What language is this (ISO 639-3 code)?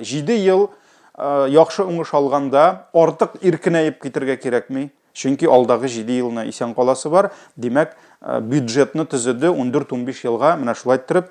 tat